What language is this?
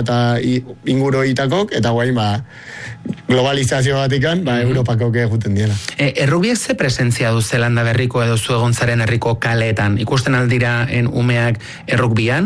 Basque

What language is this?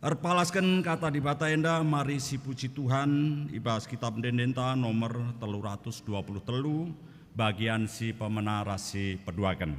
Batak Karo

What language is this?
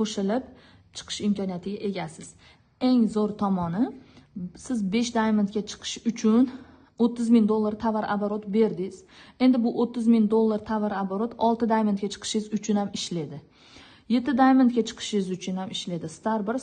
Uzbek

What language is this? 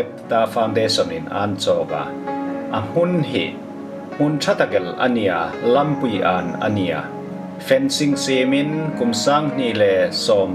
Hmar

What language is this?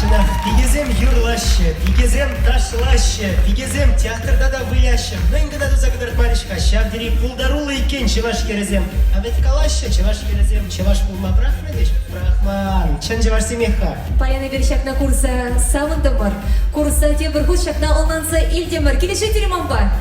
Chuvash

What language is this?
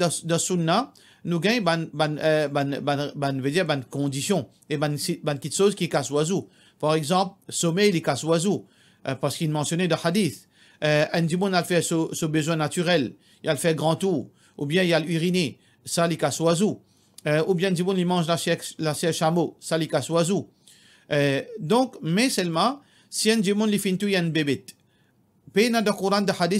Morisyen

